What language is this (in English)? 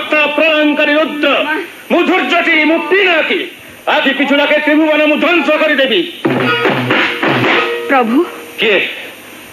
Odia